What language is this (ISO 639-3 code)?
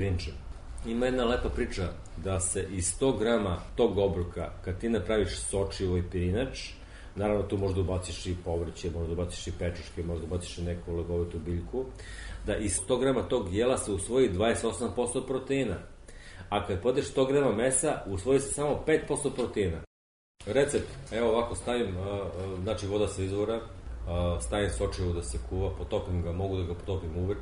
srp